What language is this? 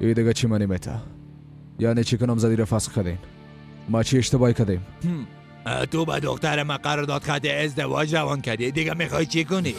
Persian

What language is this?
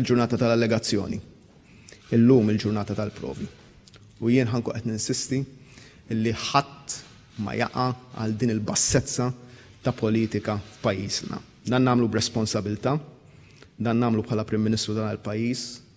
Maltese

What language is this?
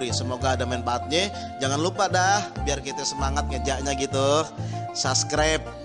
Betawi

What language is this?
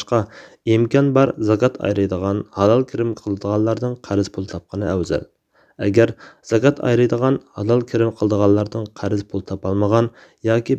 Uyghur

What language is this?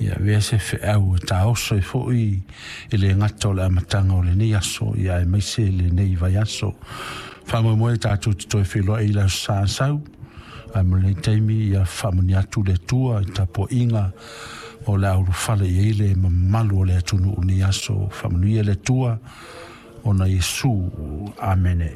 Samoan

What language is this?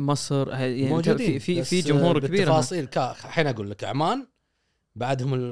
Gulf Arabic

